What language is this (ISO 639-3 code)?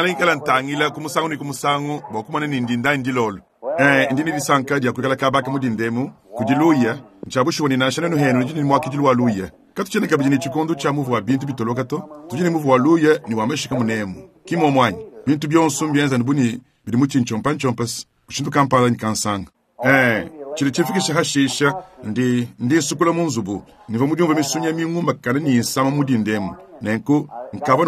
lua